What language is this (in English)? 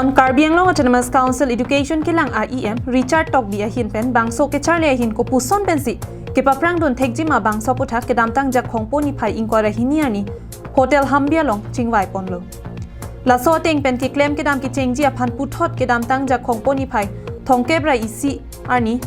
Karbi